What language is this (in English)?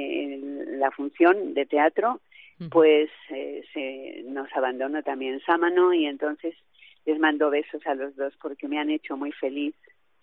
Spanish